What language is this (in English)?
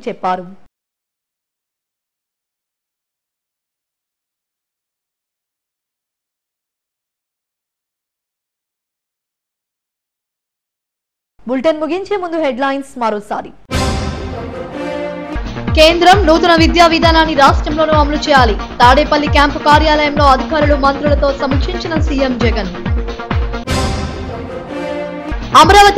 Telugu